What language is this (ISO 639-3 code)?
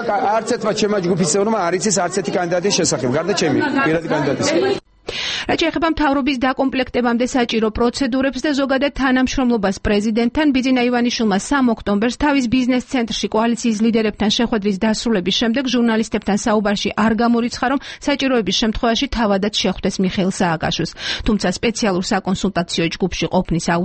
kat